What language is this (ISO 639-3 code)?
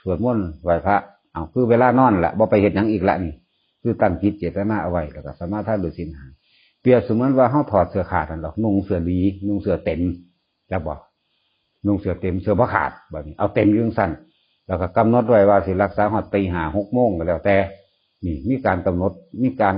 tts